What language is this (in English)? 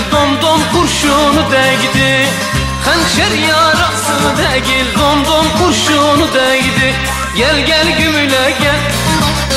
Turkish